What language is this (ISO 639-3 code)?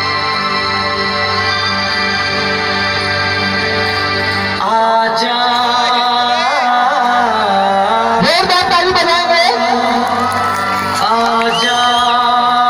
bho